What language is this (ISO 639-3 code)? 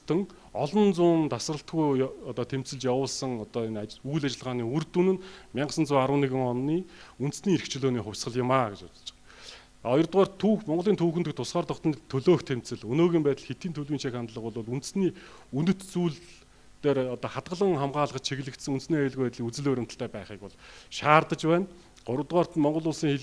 mon